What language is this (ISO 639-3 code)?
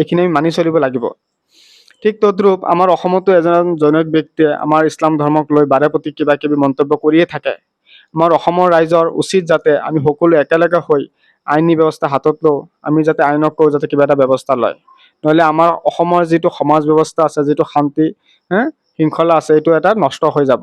asm